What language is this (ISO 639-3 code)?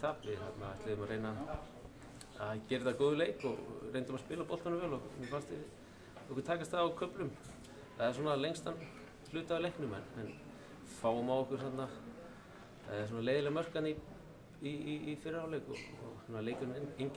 isl